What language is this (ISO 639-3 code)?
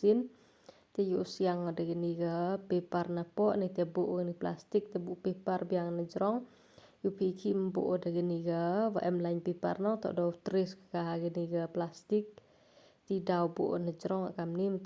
kha